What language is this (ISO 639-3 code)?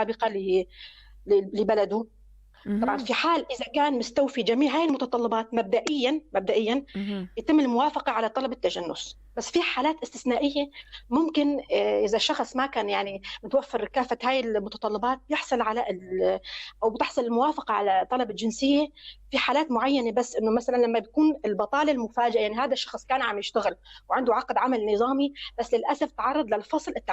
apc